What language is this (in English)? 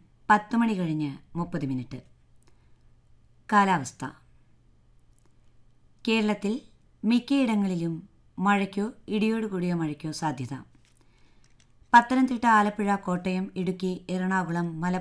Malayalam